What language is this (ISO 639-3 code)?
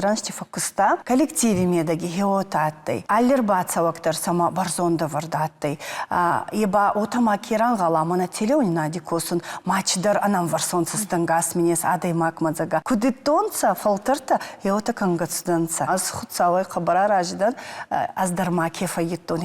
oss